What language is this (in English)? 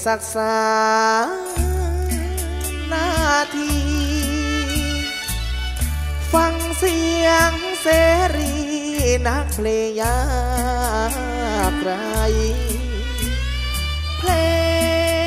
Thai